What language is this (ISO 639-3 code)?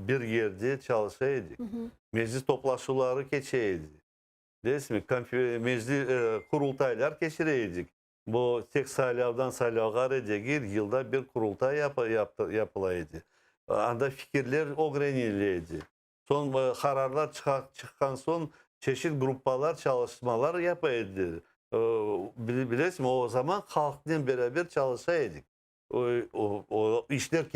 crh